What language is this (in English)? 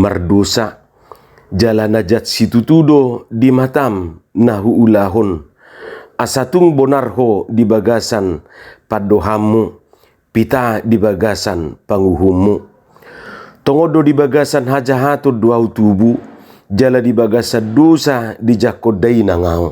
Batak Toba